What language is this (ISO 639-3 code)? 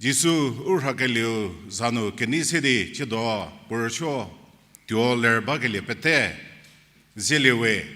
njm